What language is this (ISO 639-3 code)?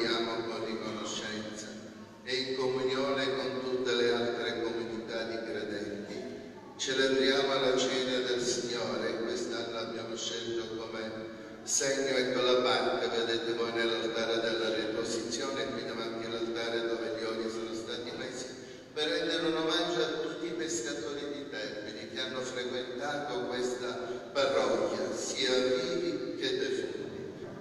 ita